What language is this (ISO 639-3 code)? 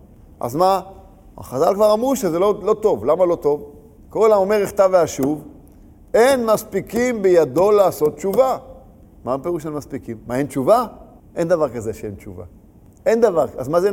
heb